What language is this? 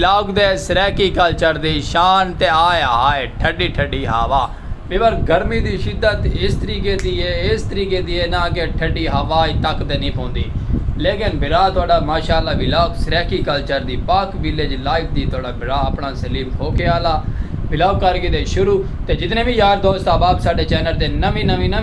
Saraiki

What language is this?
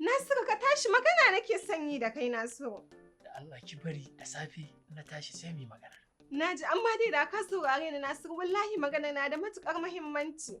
Hausa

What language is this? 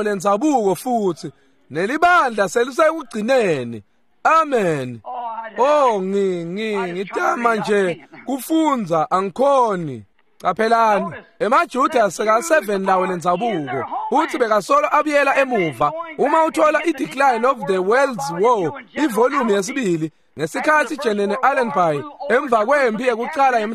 Swati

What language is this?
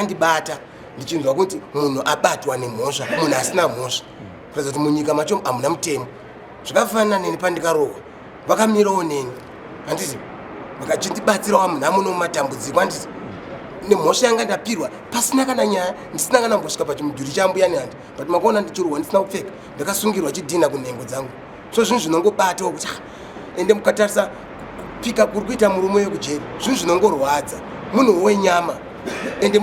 Shona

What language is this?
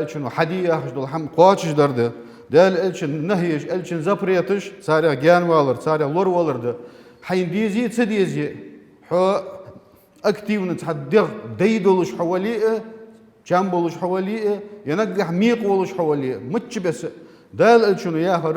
Ingush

